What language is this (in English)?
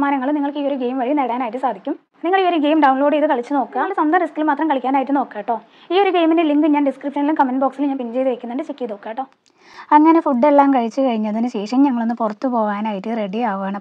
Malayalam